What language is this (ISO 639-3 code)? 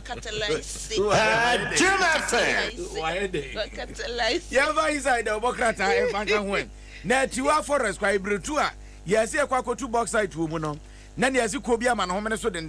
aka